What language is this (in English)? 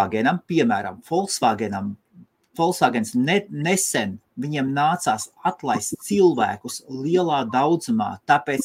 Latvian